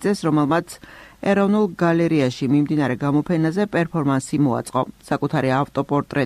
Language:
Georgian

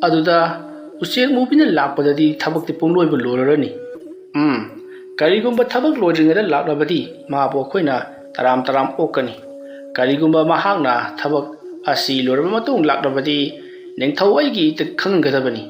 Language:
Manipuri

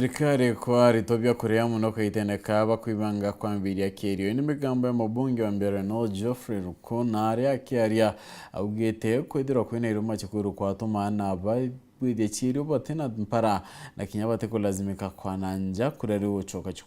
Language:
Meru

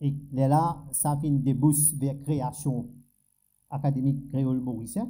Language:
Morisyen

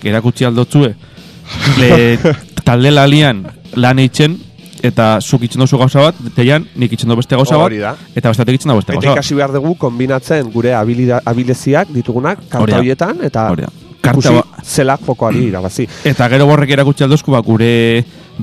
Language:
Basque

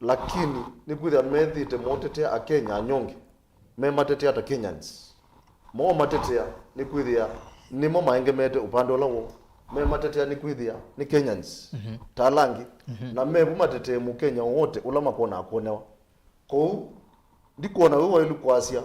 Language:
Kamba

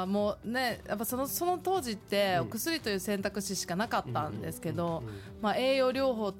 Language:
Japanese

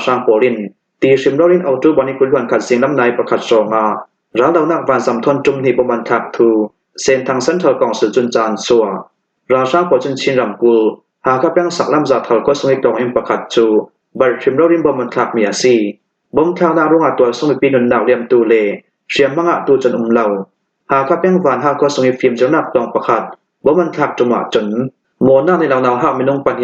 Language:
Hakha Chin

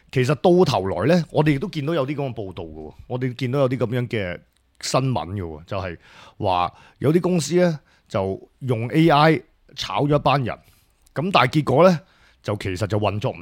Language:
Cantonese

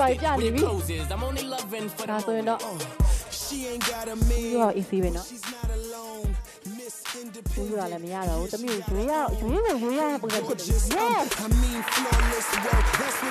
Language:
Burmese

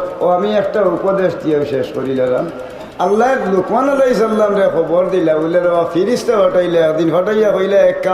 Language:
Sylheti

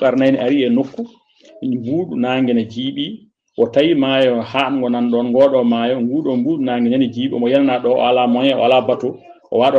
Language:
Fula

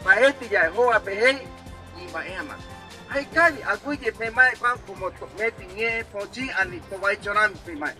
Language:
Guarani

